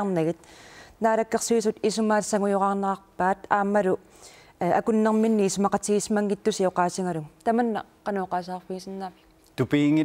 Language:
Kalaallisut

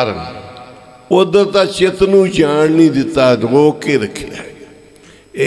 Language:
Punjabi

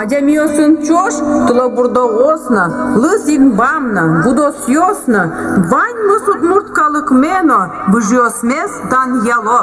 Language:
Udmurt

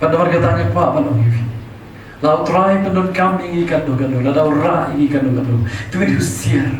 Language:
Khasi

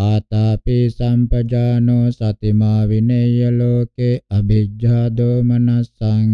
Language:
Pali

